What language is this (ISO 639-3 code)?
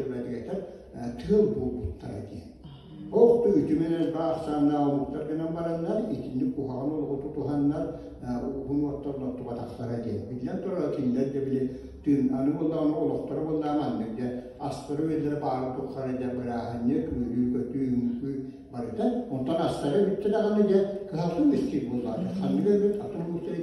sah